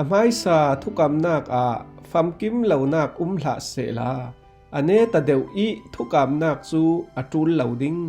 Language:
Falam Chin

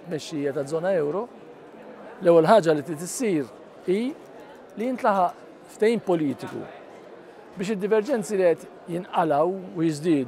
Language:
Maltese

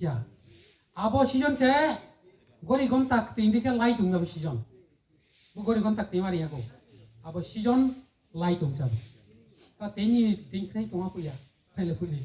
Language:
Riang (India)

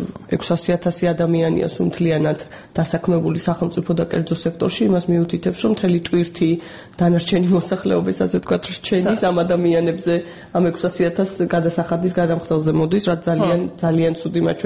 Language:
Georgian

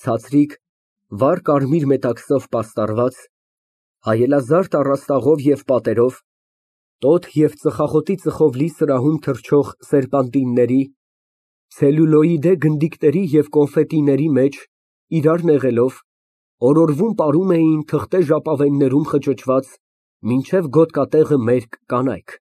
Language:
Armenian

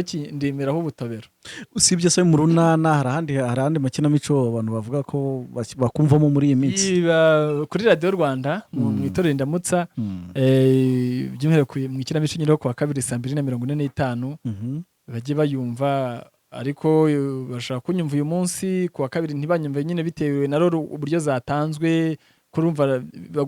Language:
Kinyarwanda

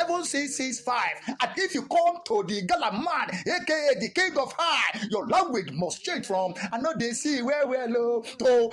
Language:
Nigerian Pidgin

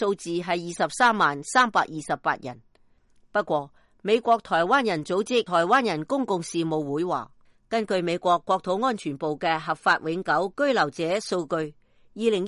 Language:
Cantonese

